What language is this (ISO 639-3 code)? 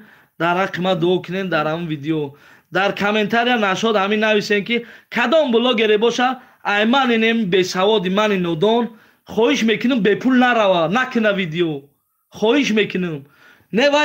tgk